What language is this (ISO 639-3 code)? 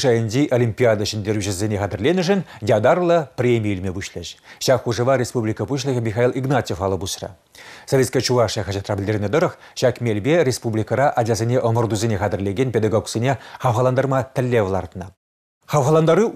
chv